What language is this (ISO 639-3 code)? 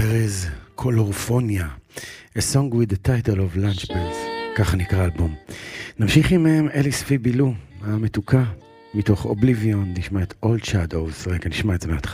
heb